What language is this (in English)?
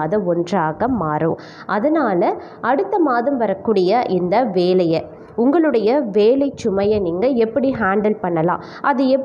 Tamil